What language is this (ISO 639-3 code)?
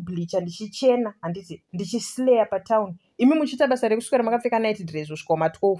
sna